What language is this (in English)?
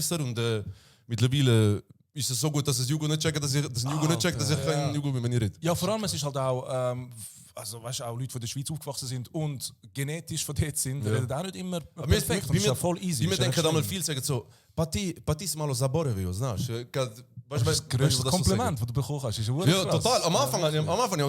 Swiss German